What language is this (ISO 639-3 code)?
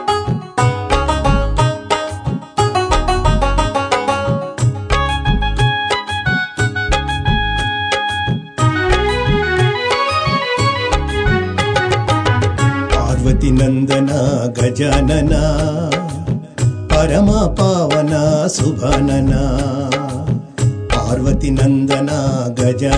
tel